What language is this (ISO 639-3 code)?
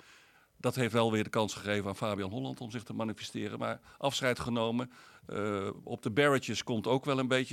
nld